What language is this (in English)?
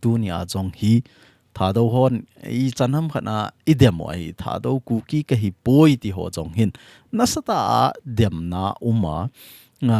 Thado Chin